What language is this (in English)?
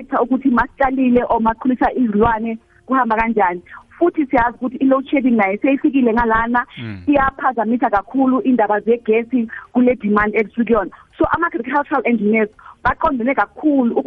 South Ndebele